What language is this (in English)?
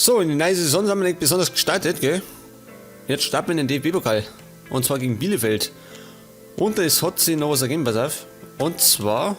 Bavarian